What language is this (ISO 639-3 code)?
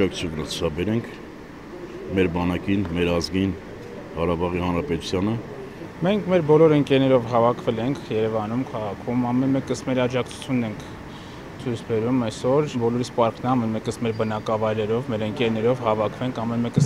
hye